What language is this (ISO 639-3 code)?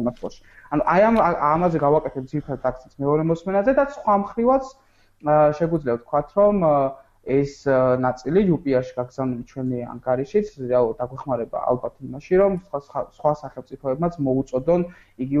kat